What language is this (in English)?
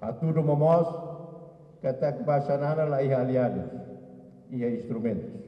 Tetum